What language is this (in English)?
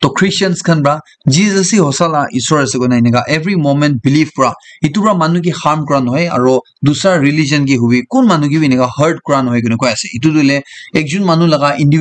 Naga Pidgin